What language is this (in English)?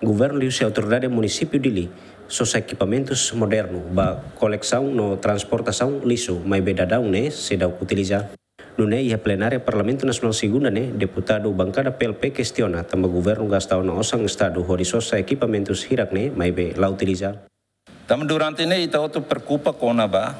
Tetum